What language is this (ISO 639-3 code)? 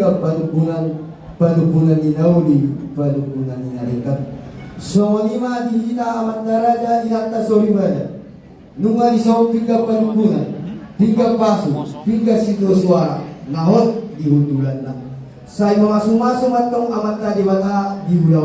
bbc